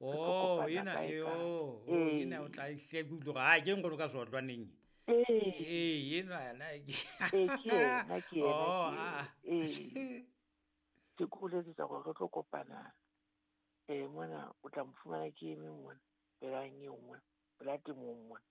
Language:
Southern Sotho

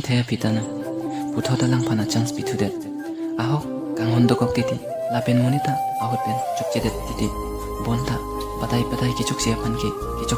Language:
Karbi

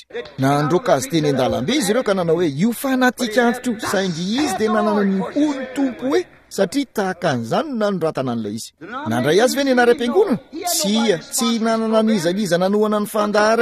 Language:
Malagasy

